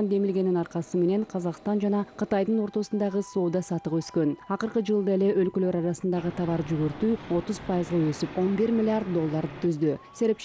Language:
Kyrgyz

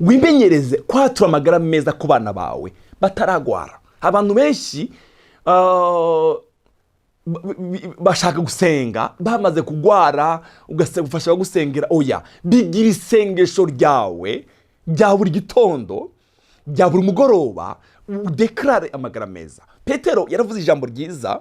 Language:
Rundi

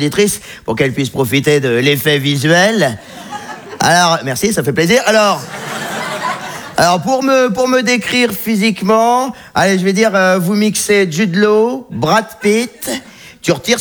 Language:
French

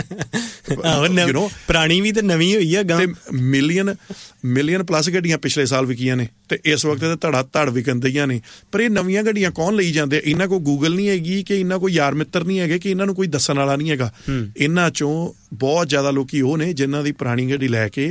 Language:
Punjabi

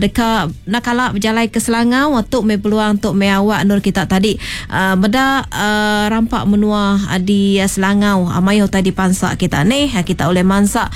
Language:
Iban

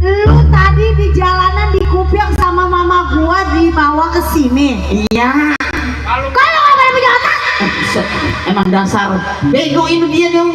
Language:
Betawi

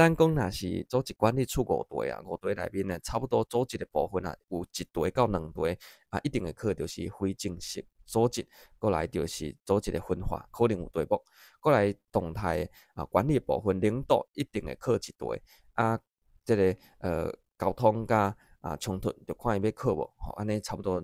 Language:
Min Nan Chinese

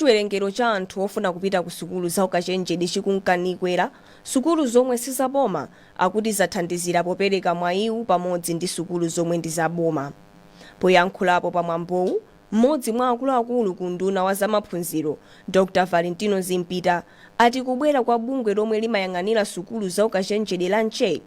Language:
Nyanja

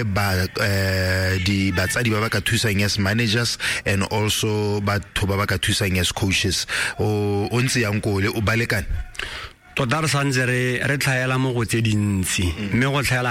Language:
Tswana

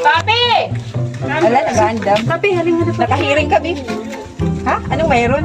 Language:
Waray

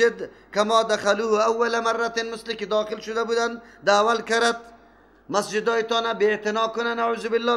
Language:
Persian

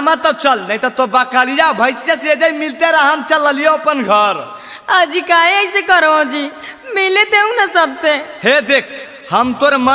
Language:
Magahi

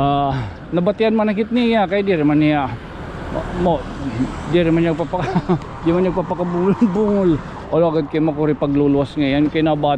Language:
Waray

